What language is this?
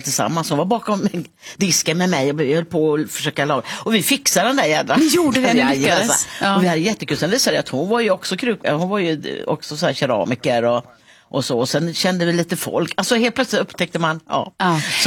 Swedish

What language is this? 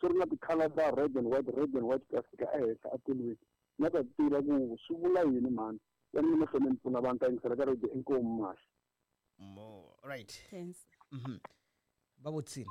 Tsonga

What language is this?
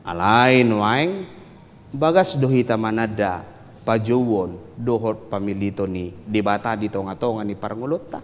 Batak Toba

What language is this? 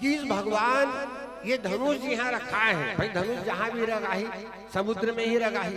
Chhattisgarhi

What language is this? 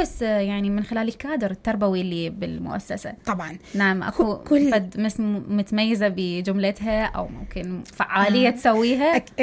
Mesopotamian Arabic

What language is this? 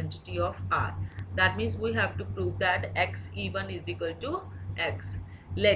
Punjabi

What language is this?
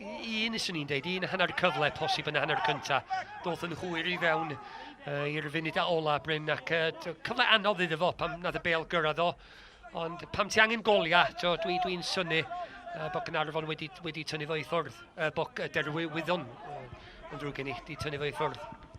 Welsh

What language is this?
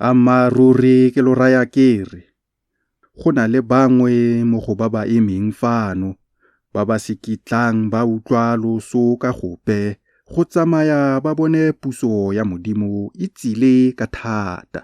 Tswana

